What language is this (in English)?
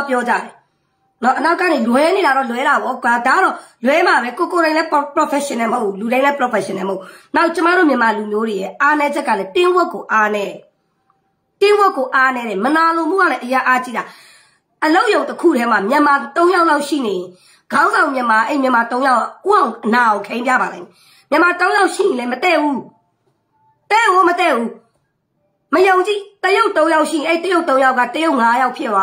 Burmese